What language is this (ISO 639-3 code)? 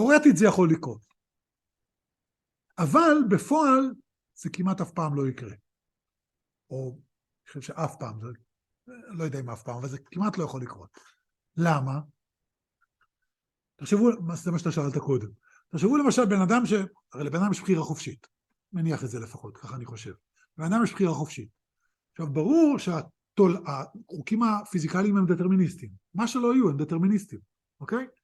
heb